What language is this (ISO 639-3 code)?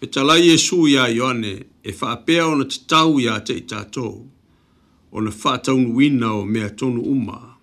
smo